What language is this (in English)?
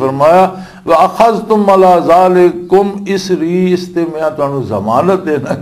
Western Panjabi